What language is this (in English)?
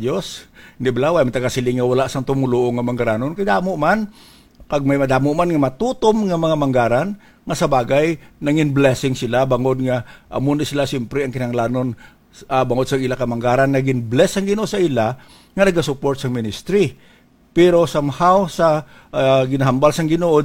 Hiligaynon